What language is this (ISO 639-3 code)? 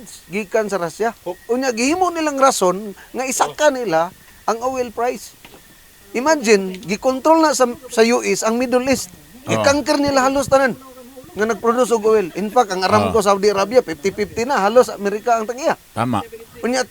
ceb